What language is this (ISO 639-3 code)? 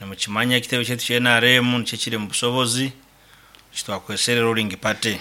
nyn